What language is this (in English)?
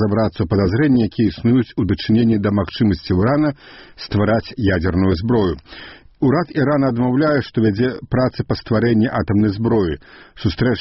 Belarusian